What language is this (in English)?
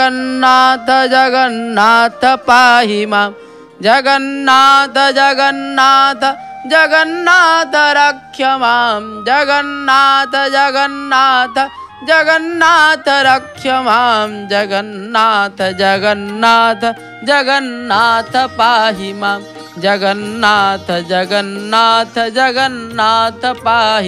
Odia